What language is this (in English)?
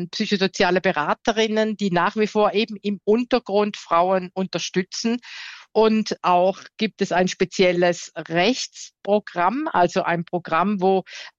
German